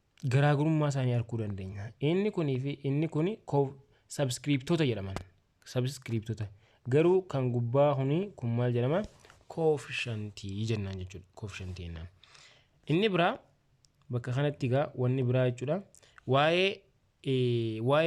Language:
Oromo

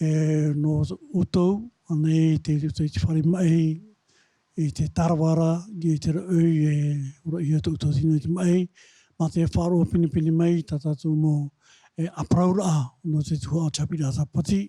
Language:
Tahitian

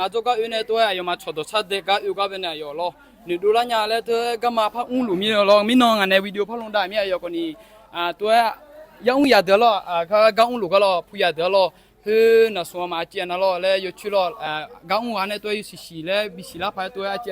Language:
Akha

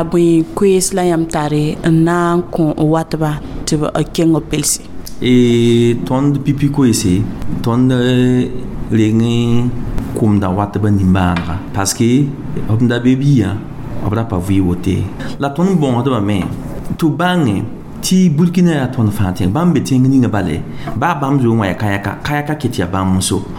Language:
Mossi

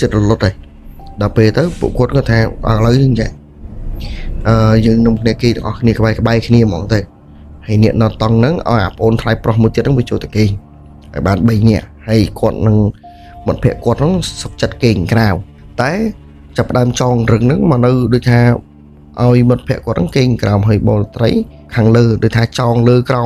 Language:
Khmer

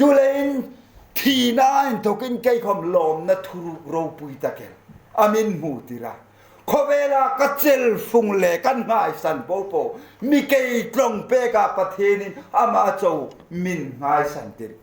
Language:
Hmar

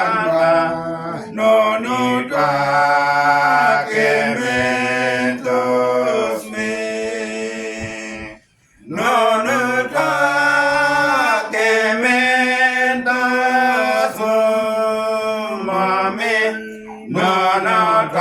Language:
Uduk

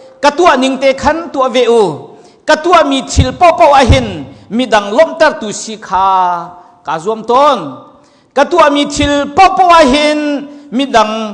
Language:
Hakha Chin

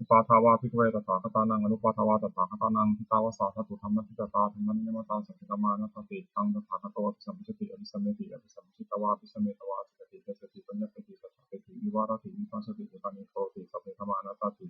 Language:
Pali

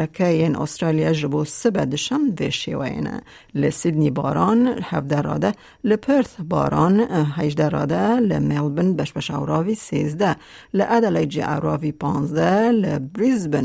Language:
Kurdish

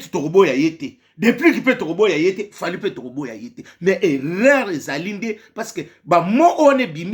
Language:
Lingala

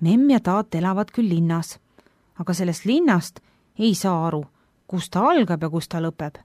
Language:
Estonian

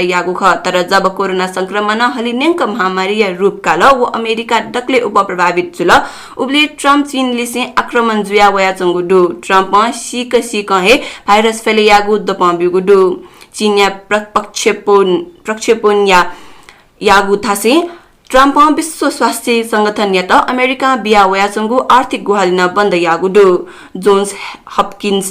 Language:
Newari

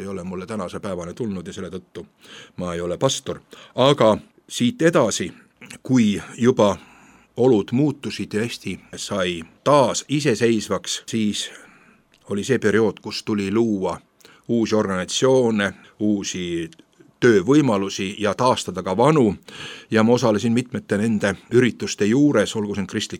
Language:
Estonian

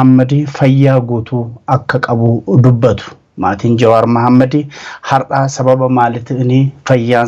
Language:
Oromo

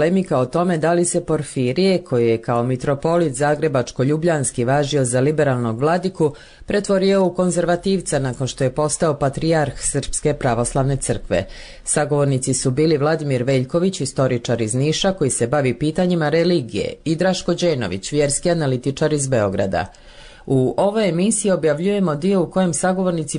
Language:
Serbian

